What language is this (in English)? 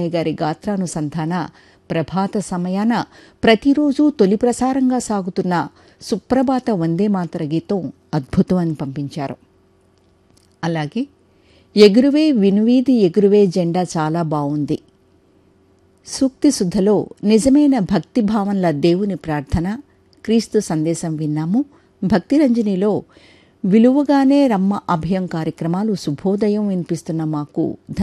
Telugu